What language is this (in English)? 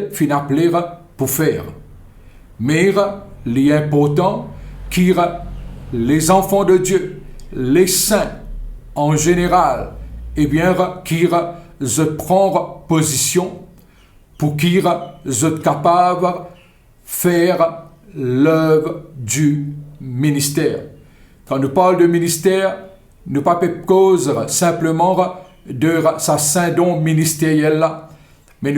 Morisyen